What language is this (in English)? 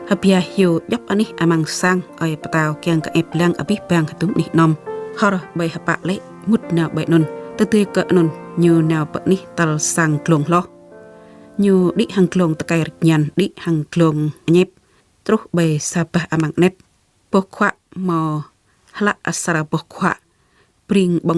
Jarai